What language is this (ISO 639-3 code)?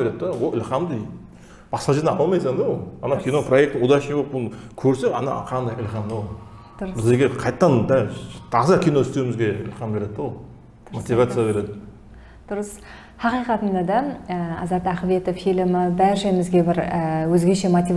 kaa